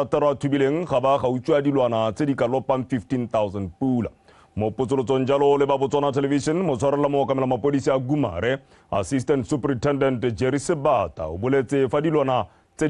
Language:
Tswana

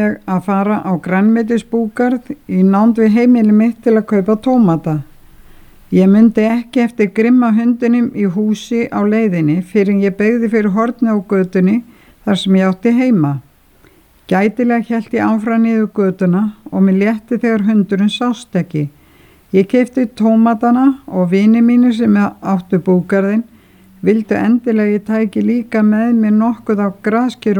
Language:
Icelandic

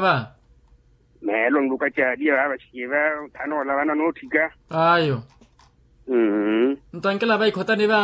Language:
Makhuwa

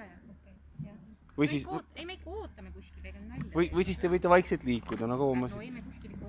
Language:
Estonian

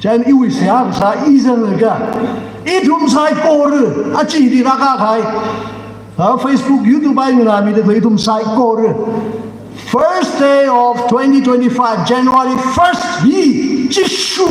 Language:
Tangkhul Naga (India)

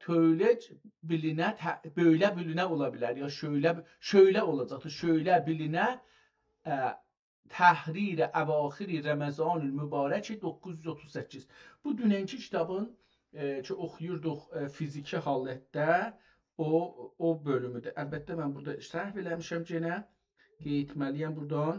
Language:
South Azerbaijani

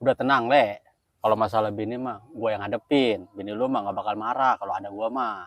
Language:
Betawi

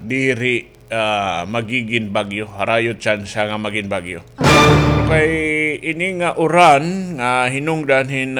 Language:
Waray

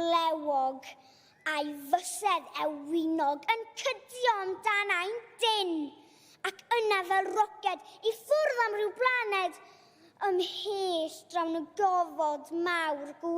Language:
Welsh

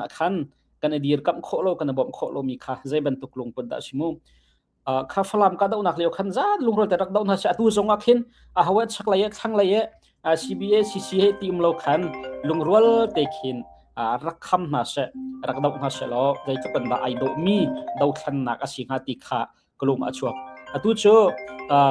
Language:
Hakha Chin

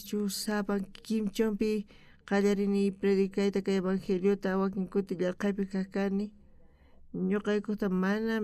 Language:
South Bolivian Quechua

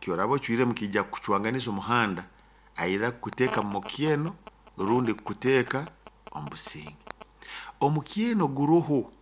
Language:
Nyoro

